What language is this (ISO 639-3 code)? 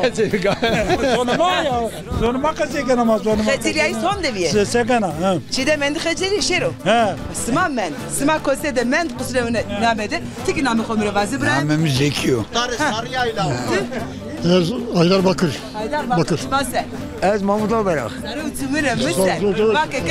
zza